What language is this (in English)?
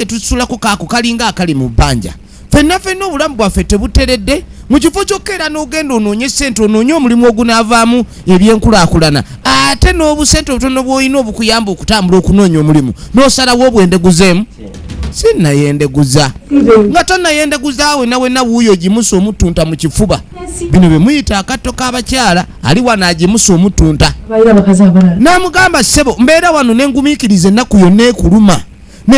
Ganda